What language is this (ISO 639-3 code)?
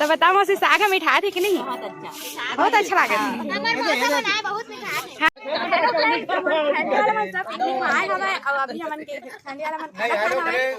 hne